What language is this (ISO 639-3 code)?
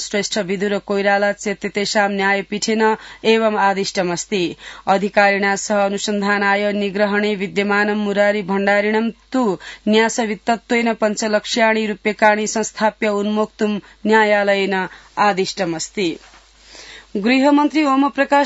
san